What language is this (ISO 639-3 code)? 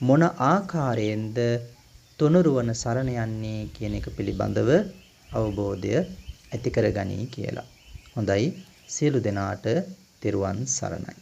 sin